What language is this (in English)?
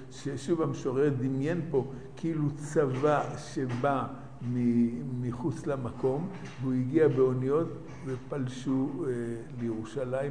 Hebrew